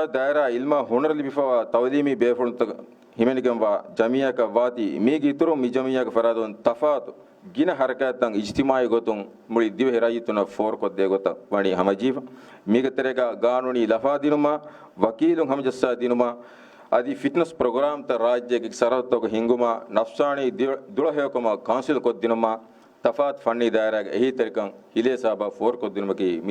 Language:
Divehi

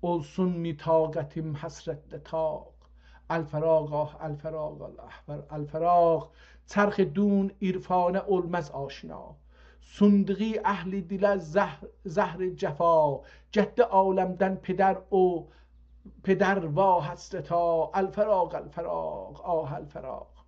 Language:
South Azerbaijani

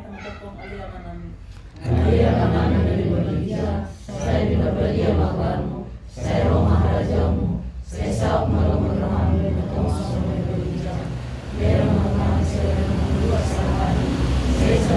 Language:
Batak Toba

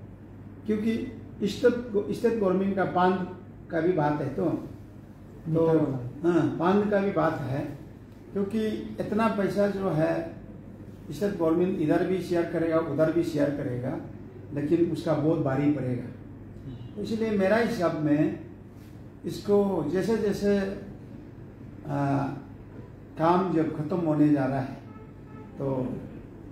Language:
Hindi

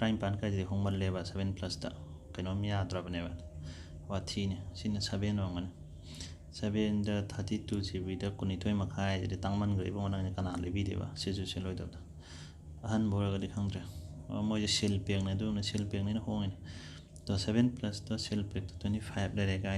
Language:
Manipuri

